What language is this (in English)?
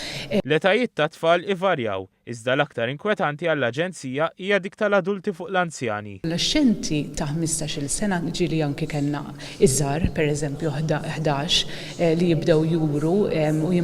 Maltese